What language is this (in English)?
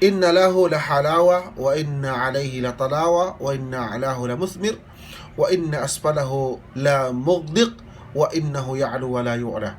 Yakan